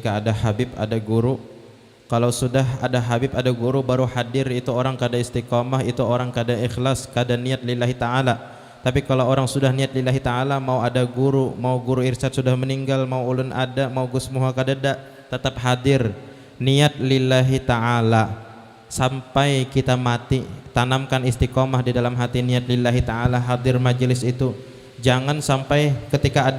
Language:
Banjar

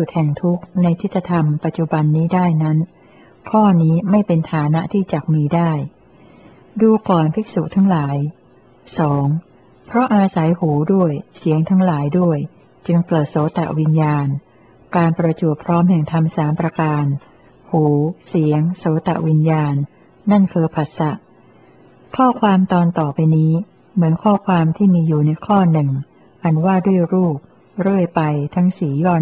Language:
Thai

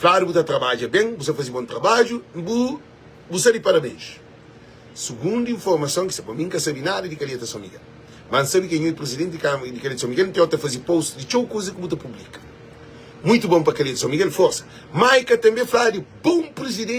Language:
Kabuverdianu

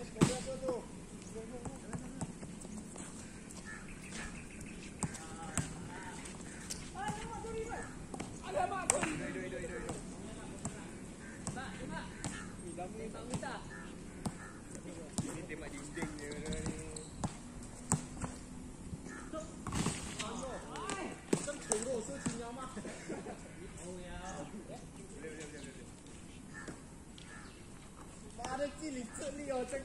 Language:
Malay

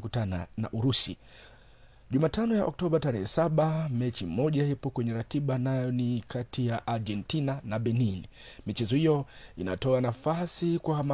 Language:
Swahili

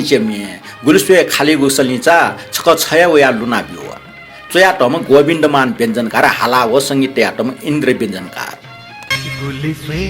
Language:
Newari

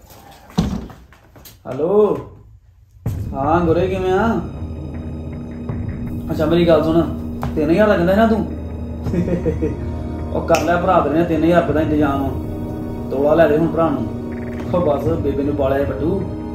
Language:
Punjabi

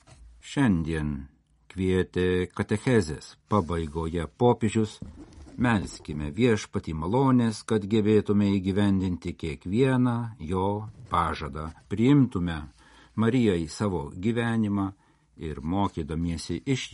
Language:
Lithuanian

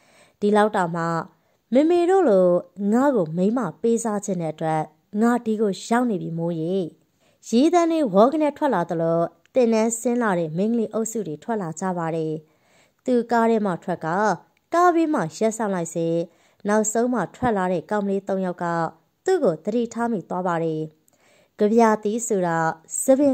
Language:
Burmese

